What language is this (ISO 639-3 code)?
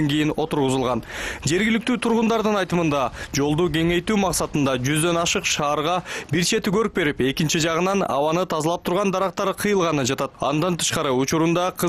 kir